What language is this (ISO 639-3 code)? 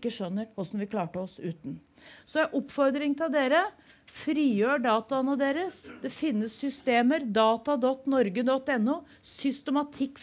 nor